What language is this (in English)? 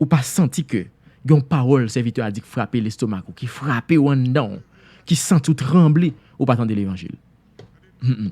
Haitian Creole